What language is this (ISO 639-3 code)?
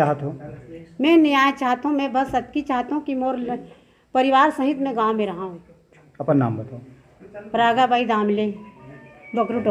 hne